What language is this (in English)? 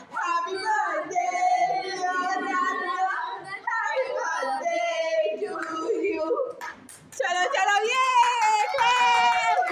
Konkani